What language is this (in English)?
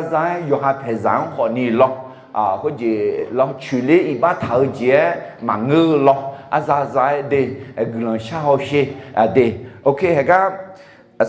Akha